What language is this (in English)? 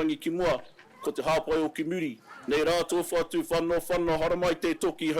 Māori